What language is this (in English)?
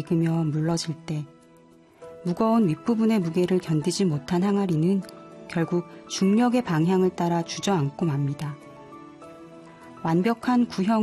Korean